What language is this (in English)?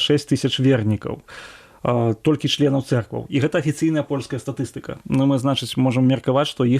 Belarusian